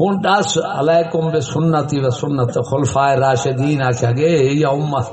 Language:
Saraiki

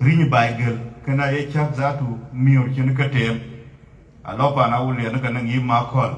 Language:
Dinka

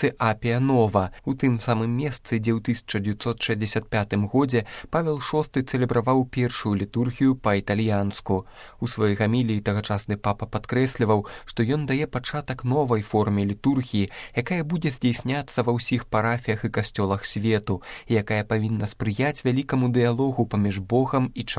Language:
Belarusian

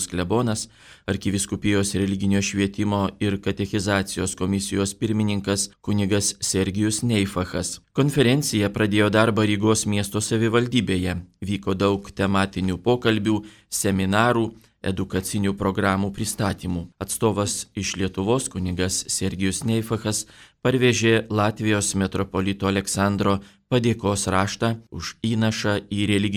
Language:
Lithuanian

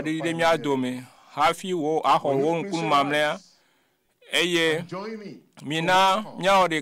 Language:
Ewe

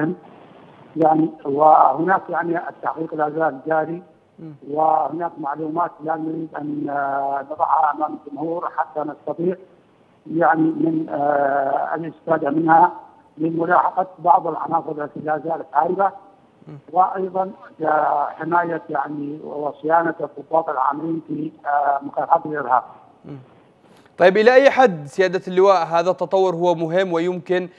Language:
Arabic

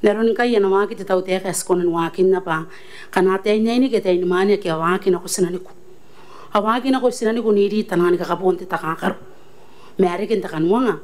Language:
Gilbertese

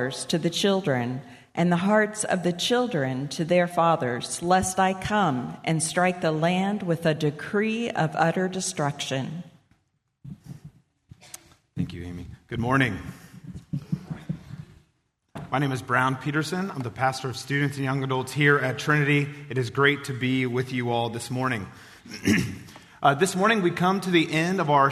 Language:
English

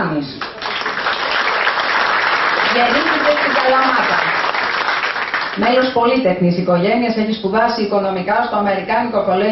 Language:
Greek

